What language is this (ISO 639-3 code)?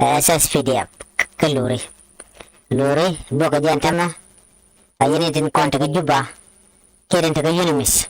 nus